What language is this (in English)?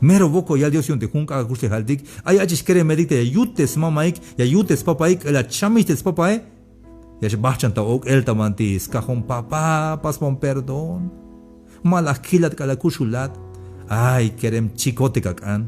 Tzeltal